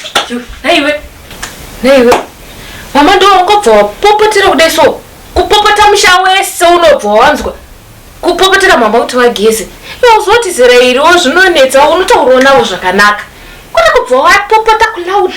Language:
Shona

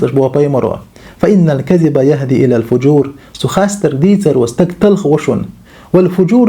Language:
Chechen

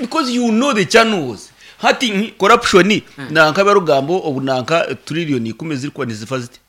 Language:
Nyankole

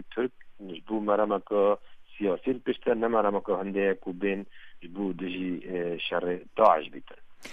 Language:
Kurdish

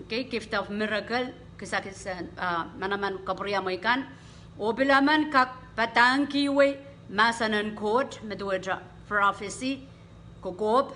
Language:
Pohnpeian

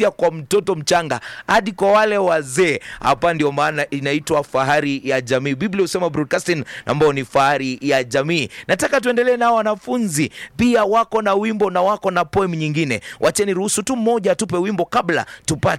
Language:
Swahili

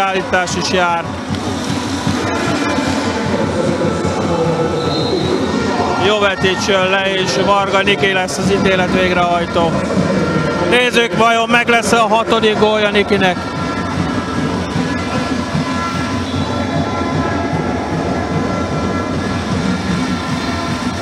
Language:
Hungarian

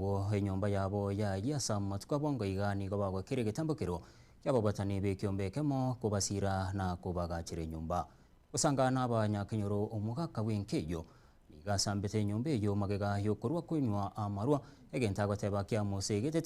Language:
Gusii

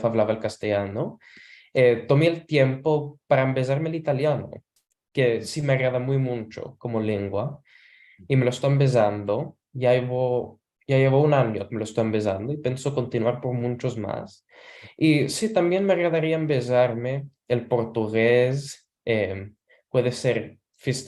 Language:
Ladino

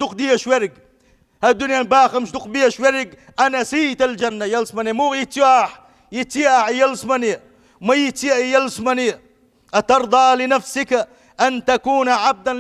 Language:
Chechen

